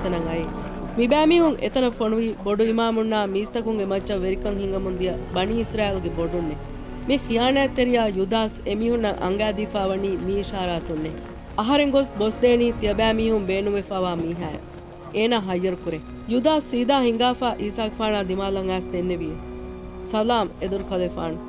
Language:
Divehi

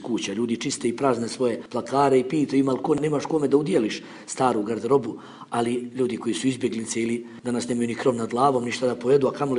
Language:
Bosnian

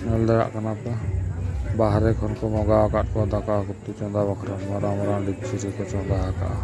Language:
Santali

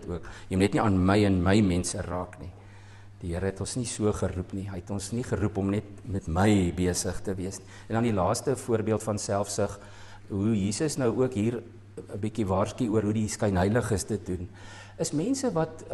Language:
Afrikaans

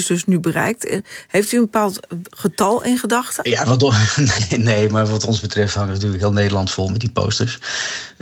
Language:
Dutch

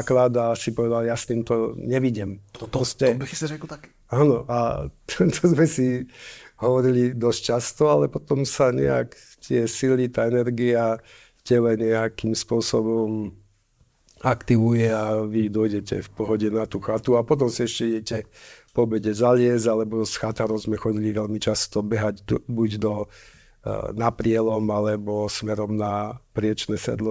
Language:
Slovak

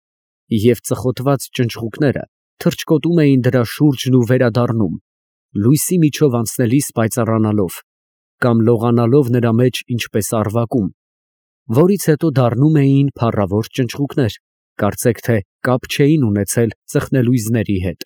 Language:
Armenian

